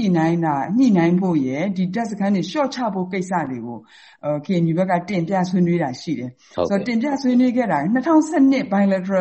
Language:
Burmese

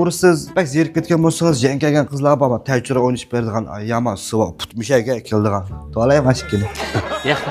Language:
Uyghur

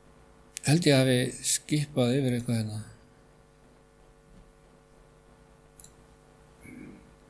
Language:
Icelandic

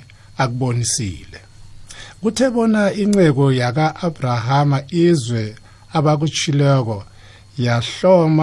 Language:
South Ndebele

